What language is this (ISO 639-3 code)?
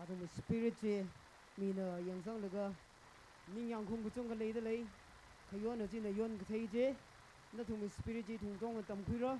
nmf